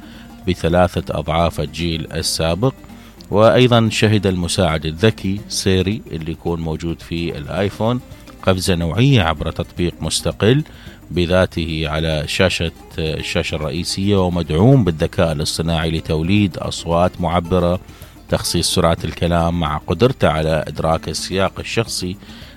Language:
Mesopotamian Arabic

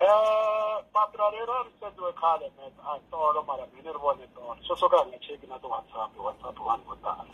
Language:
Tsonga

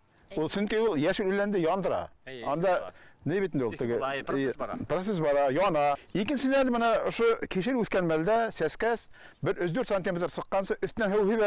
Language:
Bashkir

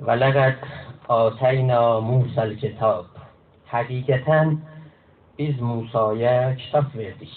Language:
South Azerbaijani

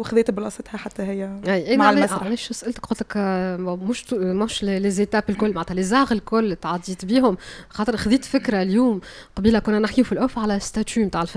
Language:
Tunisian Arabic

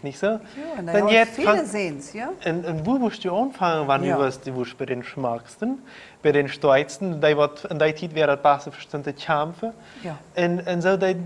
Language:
Plautdietsch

